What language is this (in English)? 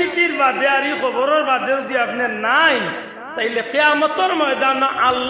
Sylheti